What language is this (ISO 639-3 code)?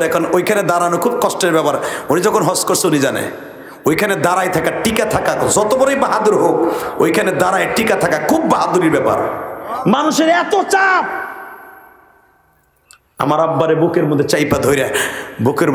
ben